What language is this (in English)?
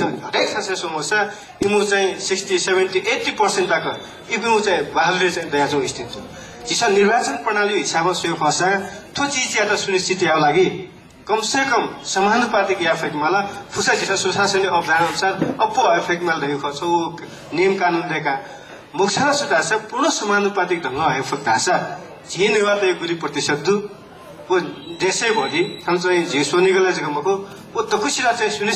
Newari